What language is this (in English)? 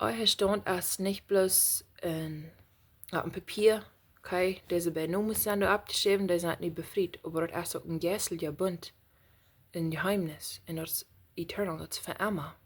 Plautdietsch